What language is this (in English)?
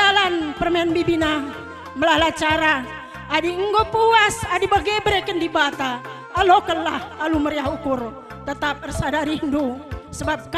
Batak Karo